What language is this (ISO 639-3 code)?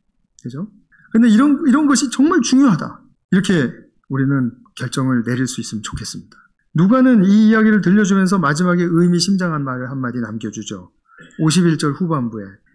kor